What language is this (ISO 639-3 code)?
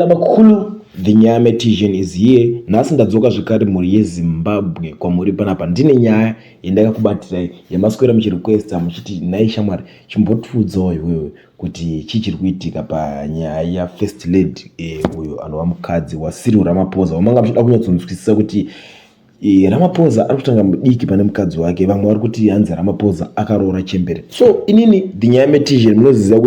sna